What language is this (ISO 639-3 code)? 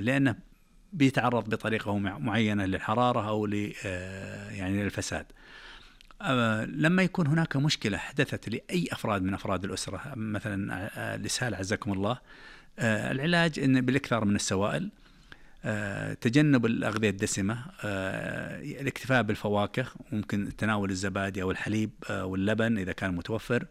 ars